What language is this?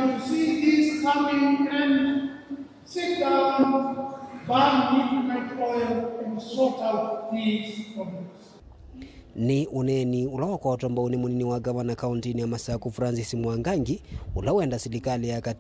Kamba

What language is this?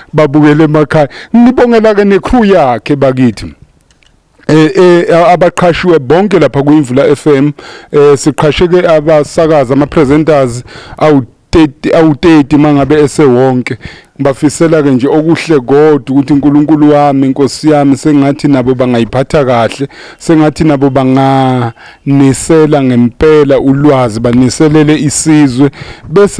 Zulu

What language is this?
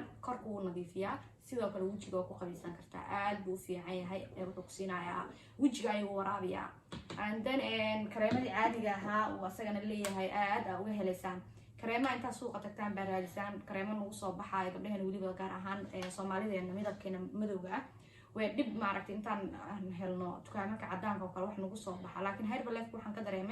Somali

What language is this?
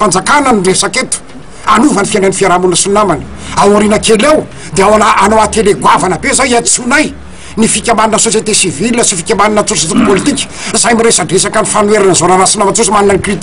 Malagasy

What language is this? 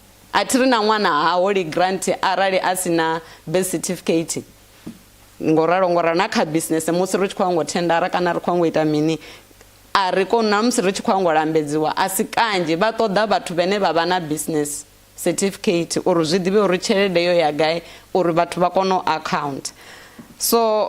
Venda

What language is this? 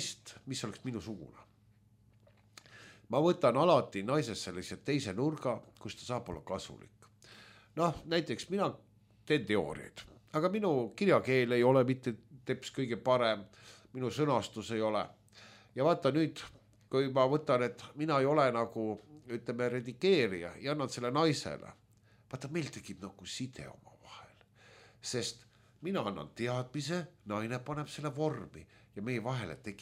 Estonian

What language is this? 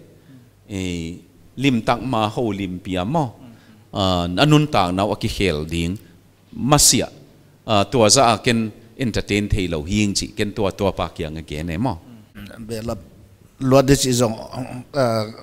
Paite Chin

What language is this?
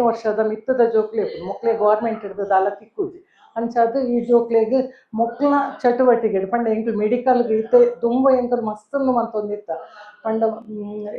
Tulu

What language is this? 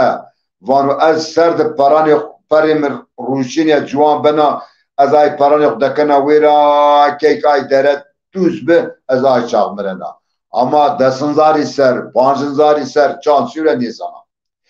Zaza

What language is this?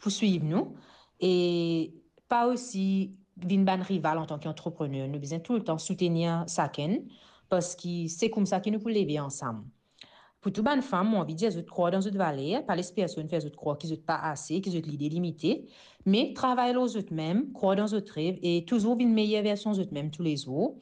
Morisyen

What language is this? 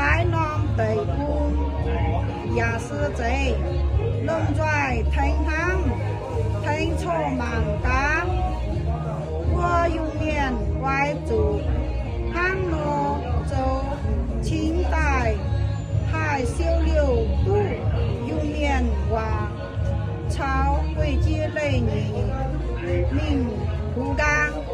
Iu Mien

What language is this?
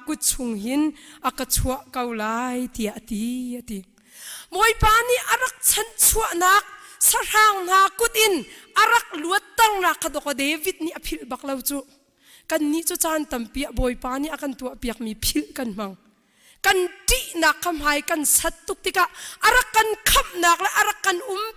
Hakha Chin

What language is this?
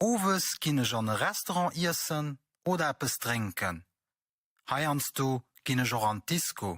Luxembourgish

